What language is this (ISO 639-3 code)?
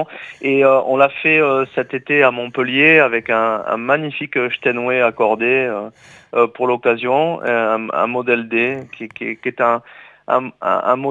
fra